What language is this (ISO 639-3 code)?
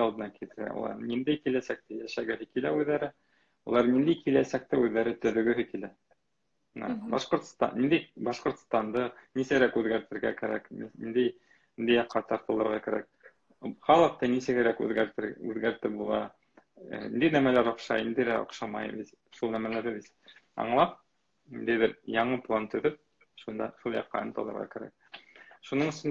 bak